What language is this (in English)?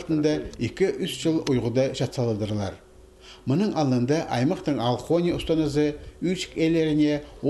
Khakas